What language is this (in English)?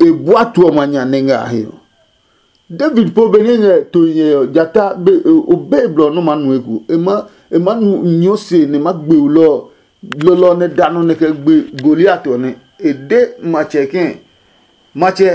Adangme